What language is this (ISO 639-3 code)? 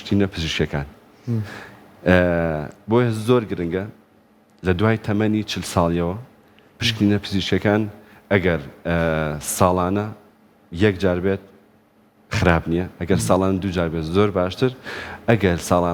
ckb